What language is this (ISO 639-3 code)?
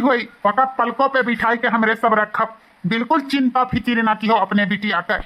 awa